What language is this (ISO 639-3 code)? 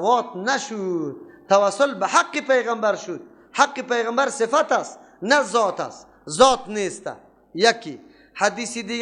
fas